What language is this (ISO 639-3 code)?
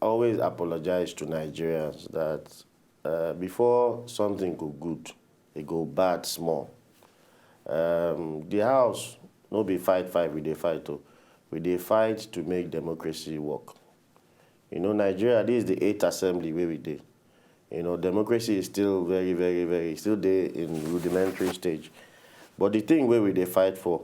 pcm